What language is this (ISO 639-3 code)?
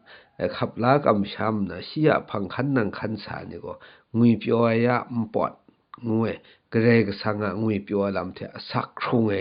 kac